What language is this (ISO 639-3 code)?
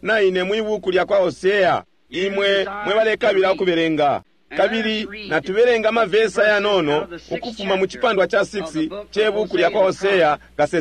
bem